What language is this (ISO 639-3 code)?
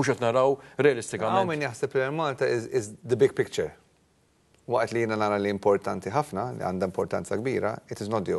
mlt